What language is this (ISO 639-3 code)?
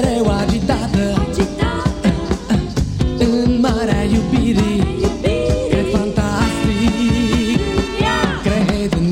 ron